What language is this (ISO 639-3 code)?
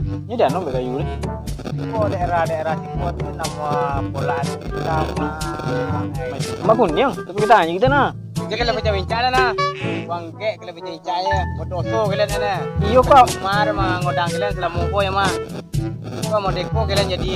min